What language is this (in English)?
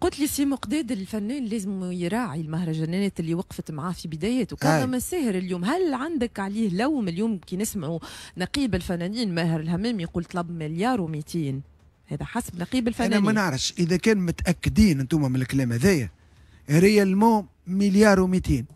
Tunisian Arabic